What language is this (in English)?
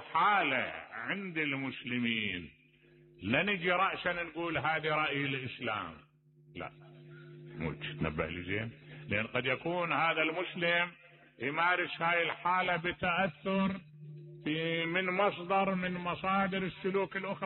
Mesopotamian Arabic